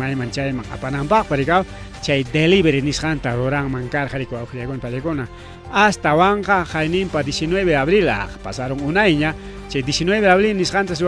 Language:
Ayacucho Quechua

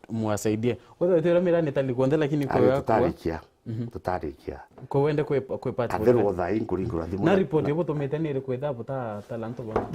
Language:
Meru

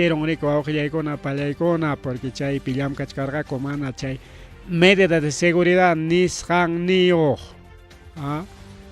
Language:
Ayacucho Quechua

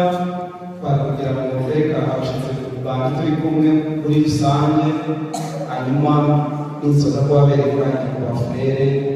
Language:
Kinyarwanda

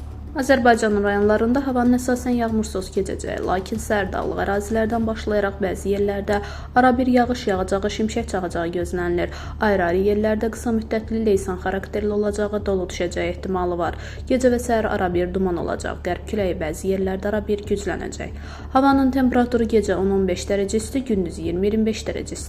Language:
Azerbaijani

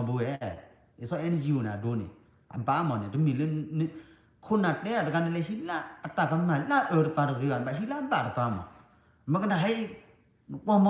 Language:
S'gaw Karen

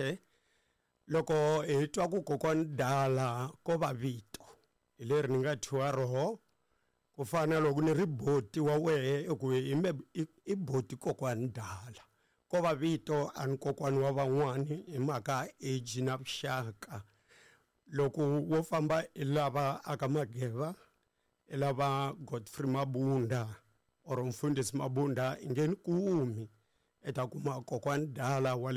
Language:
Tsonga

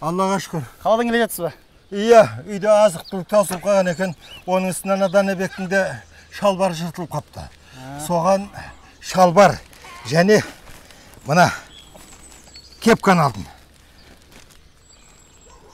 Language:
Kazakh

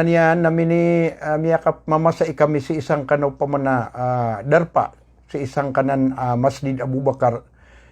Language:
Maranao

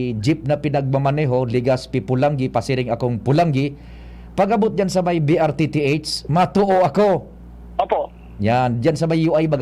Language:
Bikol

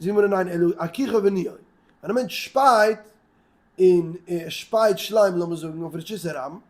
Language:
Yiddish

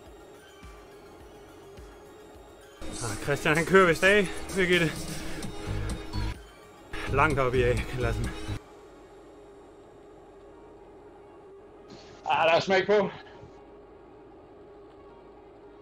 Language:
Danish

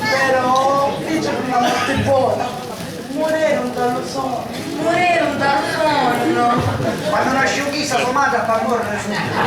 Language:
Sicilian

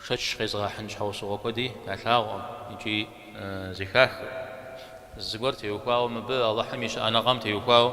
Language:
Kabardian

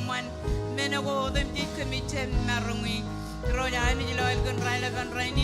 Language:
Marshallese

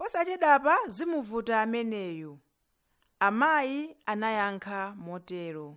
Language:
Nyanja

